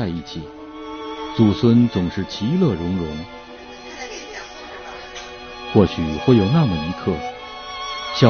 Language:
Chinese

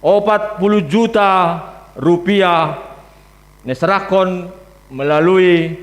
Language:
Batak Simalungun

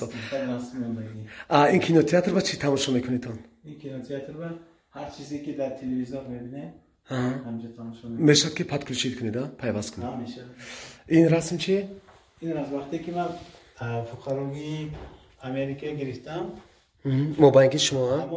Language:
Tajik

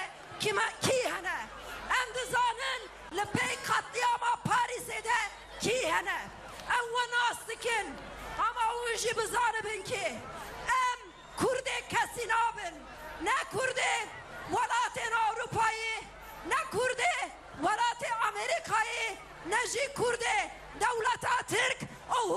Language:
Kurdish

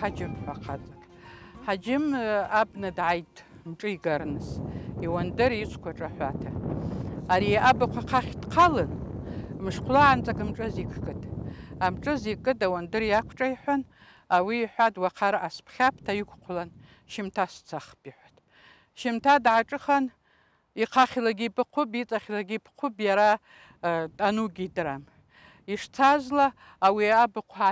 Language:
Abkhazian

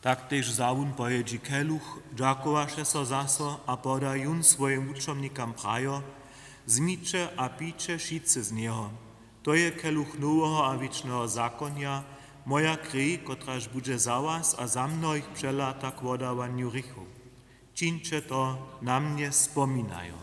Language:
Upper Sorbian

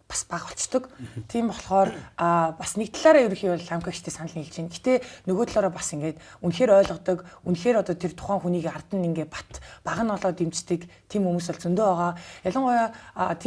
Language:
Mongolian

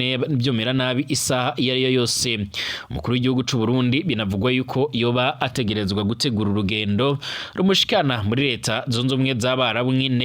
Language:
Rundi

